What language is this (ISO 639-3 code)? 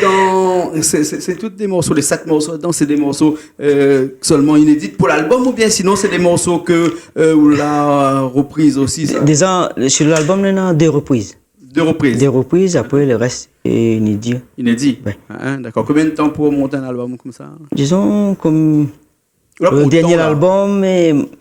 rcf